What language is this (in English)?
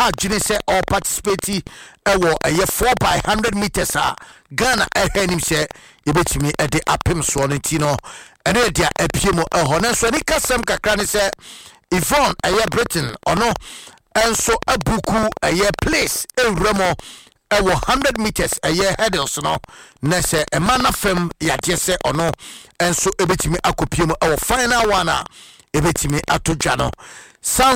Akan